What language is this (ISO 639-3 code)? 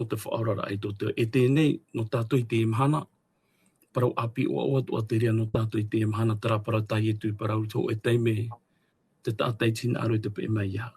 tah